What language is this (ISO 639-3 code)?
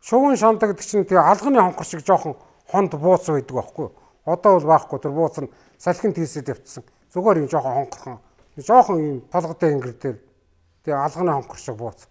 mon